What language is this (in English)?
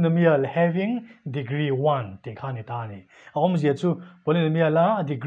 Mizo